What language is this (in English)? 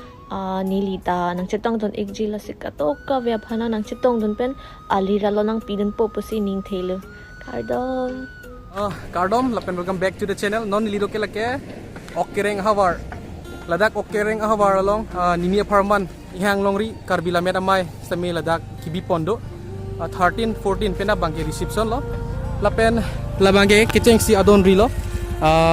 Karbi